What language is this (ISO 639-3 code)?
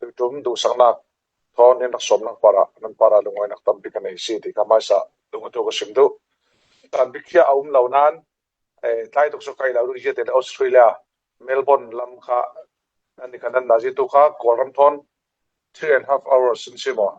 cfm